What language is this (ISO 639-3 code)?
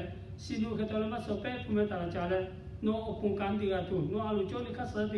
lhu